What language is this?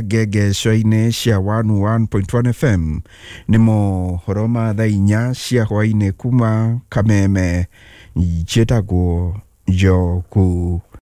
Kikuyu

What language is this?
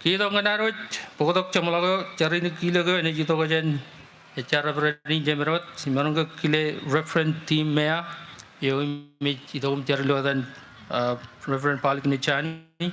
Marshallese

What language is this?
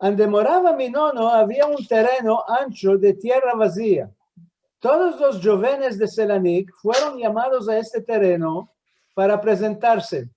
Ladino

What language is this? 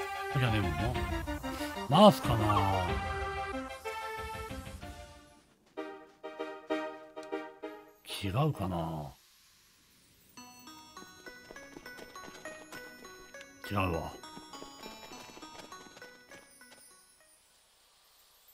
Japanese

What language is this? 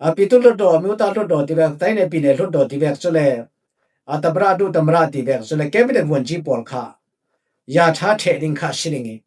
Falam Chin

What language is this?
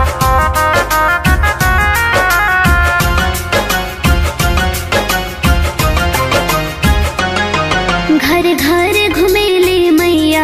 Bhojpuri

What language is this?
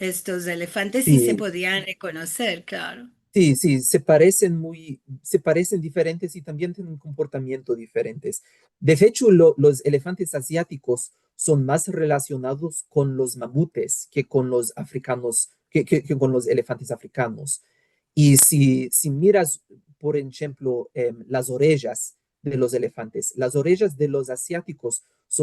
Ladino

